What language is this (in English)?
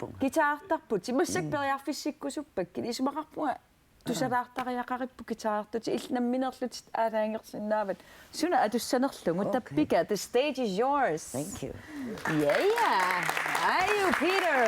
Kalaallisut